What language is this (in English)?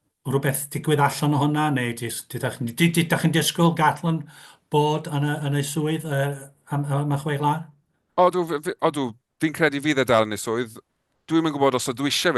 Welsh